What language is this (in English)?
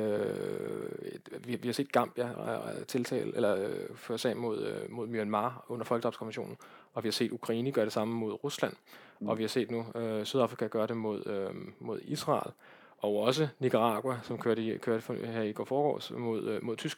Danish